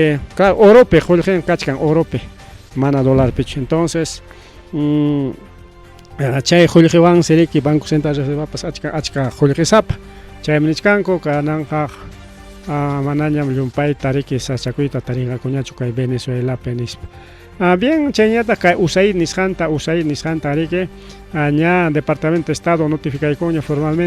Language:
Ayacucho Quechua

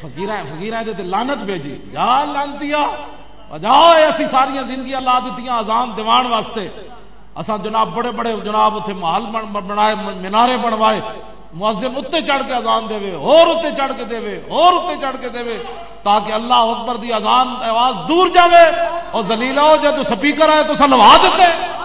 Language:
Western Panjabi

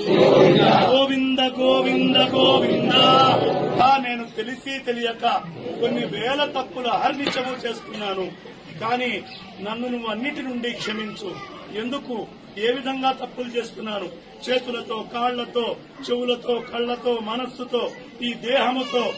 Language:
Telugu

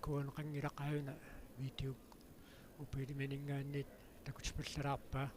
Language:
Kalaallisut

